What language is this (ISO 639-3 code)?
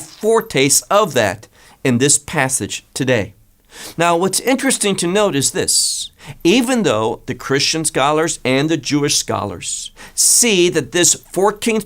eng